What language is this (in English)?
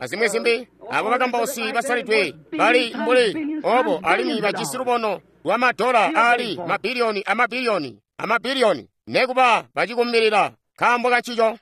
Tonga (Zambia)